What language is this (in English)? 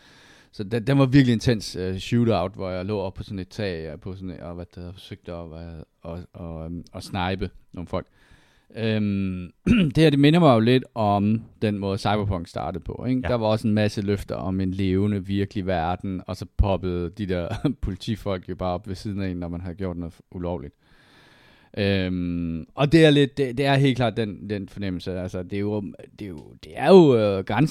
Danish